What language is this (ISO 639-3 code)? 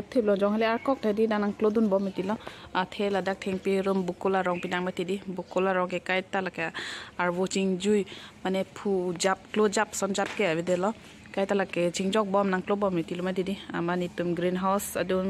mjw